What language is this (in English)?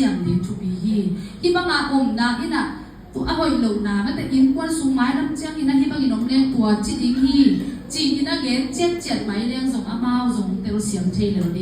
Tedim Chin